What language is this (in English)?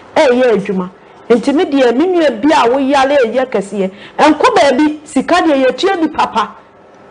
Akan